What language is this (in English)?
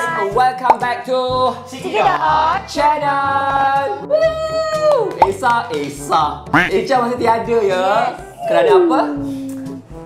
Malay